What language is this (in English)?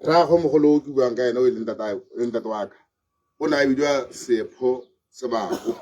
Tswana